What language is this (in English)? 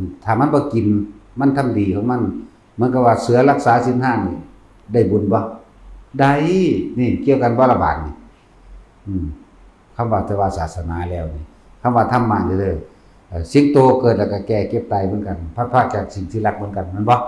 Northeastern Thai